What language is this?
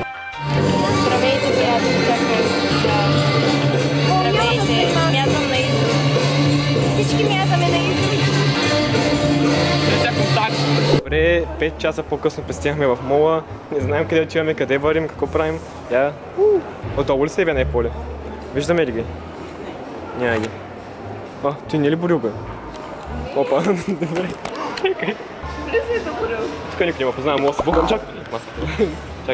Bulgarian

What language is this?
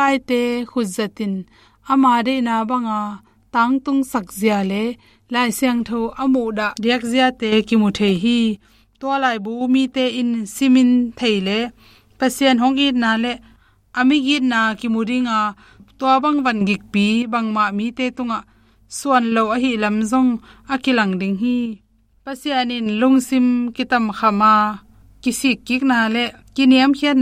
Tedim Chin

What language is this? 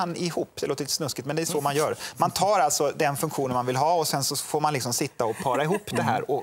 Swedish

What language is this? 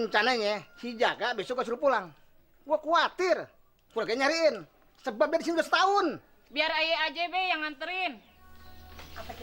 Betawi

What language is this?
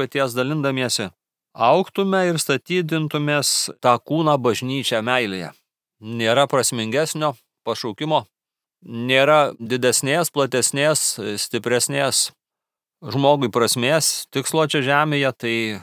Lithuanian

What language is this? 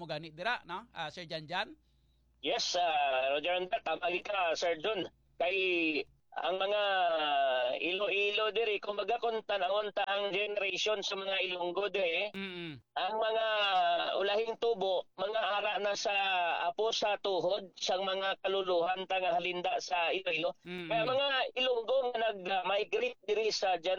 Hiligaynon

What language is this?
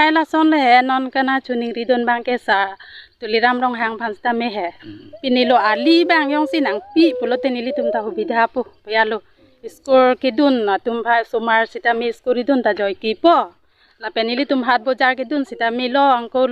Karbi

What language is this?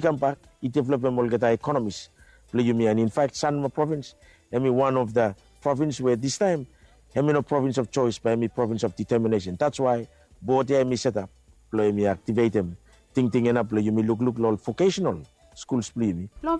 Bislama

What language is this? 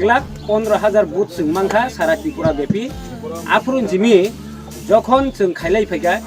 Kok Borok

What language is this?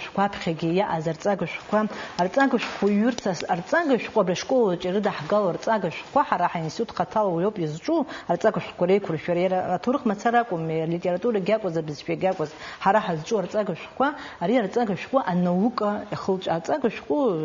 Abkhazian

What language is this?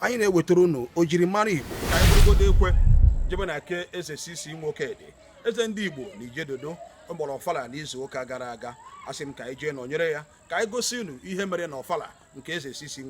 Igbo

